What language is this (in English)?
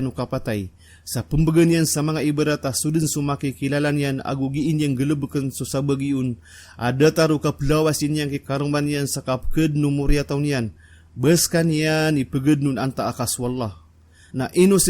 Maranao